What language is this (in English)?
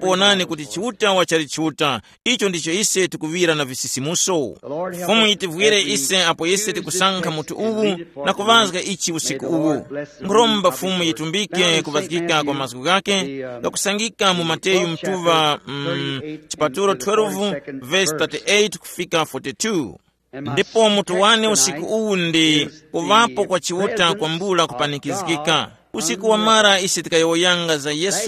Tumbuka